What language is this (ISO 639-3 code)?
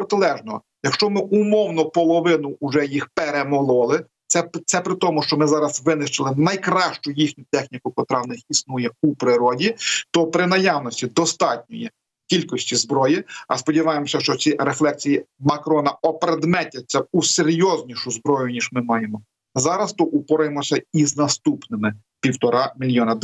ukr